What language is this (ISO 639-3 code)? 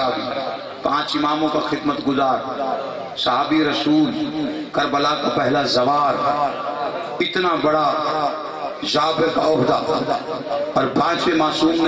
urd